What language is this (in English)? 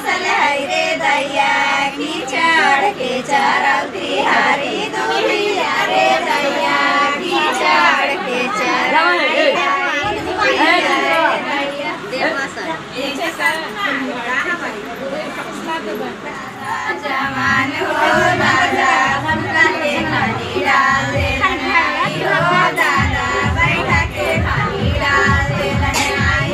Bhojpuri